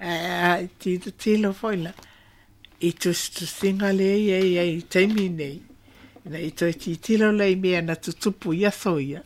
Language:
Samoan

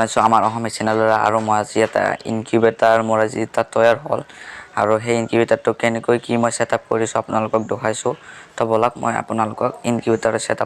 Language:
Assamese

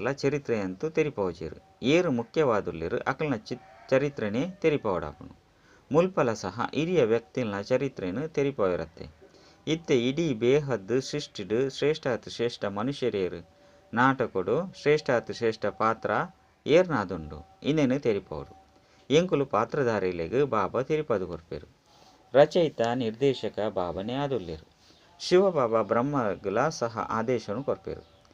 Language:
Tulu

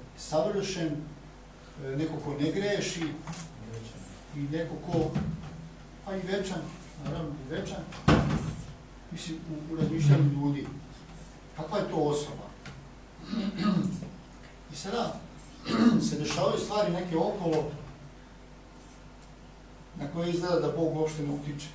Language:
Serbian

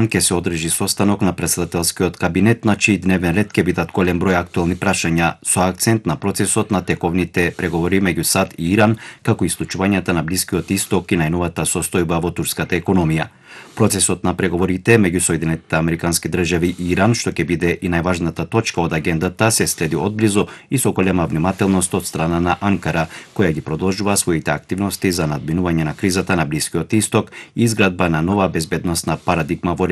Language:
Macedonian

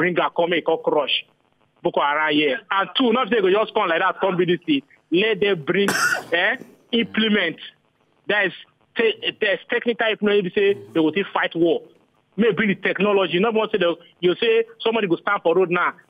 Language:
Nigerian Pidgin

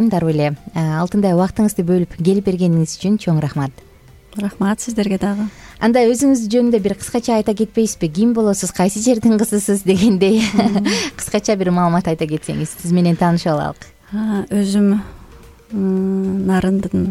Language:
Kyrgyz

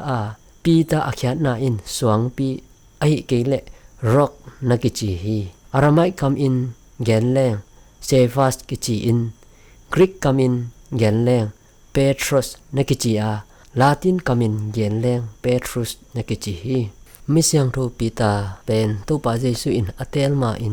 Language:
Tedim Chin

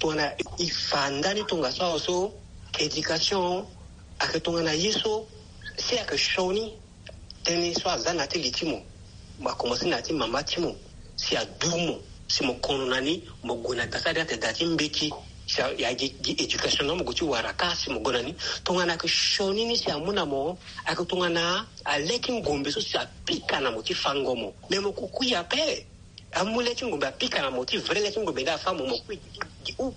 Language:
Sango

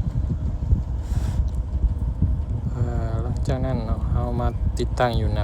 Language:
Lao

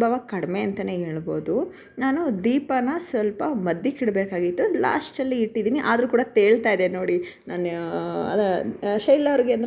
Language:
Kannada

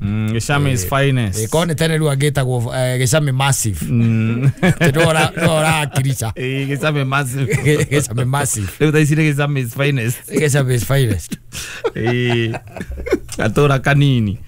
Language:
Kikuyu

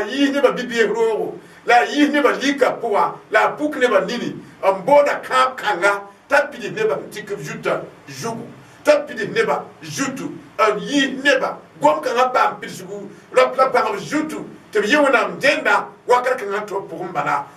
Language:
Mossi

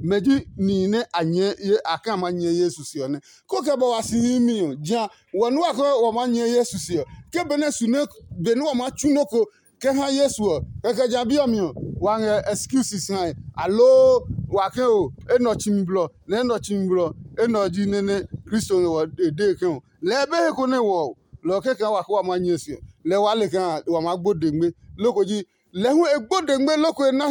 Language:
Adangme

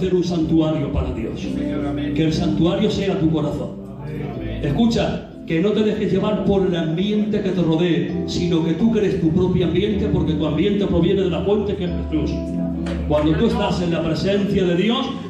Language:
Spanish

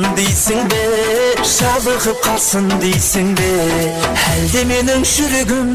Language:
Kara-Kalpak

